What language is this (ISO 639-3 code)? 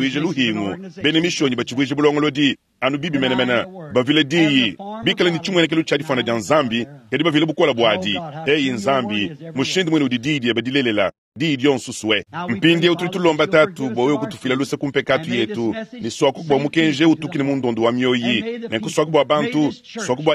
lua